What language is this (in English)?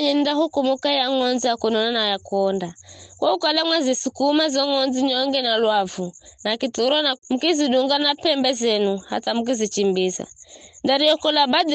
Giryama